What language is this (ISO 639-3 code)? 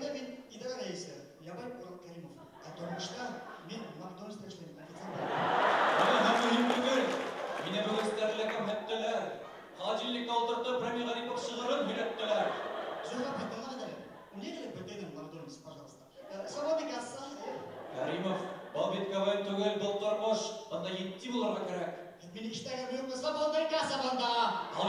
bak